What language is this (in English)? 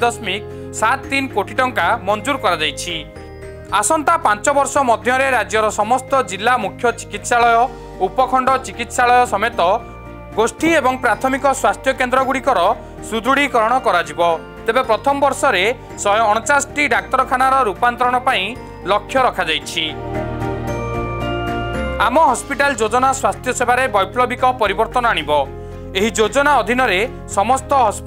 Odia